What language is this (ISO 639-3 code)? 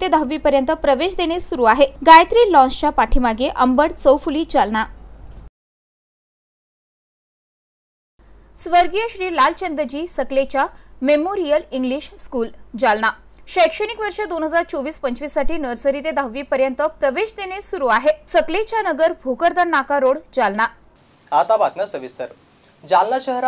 mar